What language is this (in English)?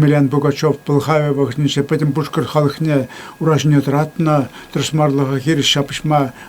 Chuvash